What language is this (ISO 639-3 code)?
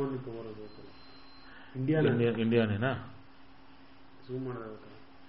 kan